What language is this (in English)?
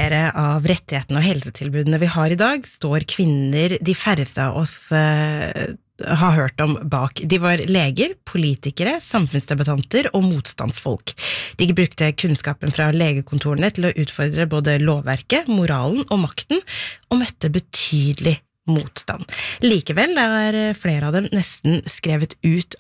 Norwegian